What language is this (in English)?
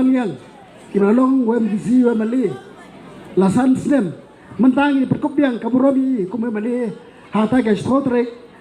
Khasi